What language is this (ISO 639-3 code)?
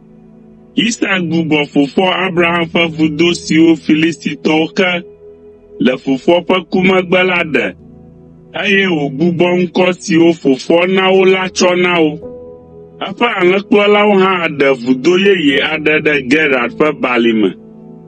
ewe